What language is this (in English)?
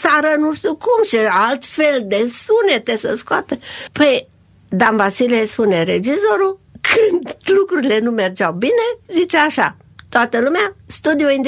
Romanian